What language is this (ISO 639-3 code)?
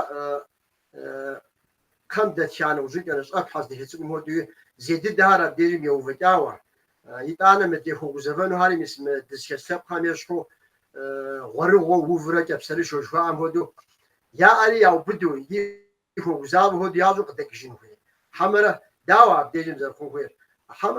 kbd